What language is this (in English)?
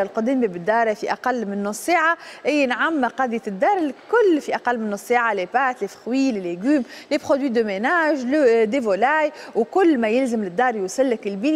Tunisian Arabic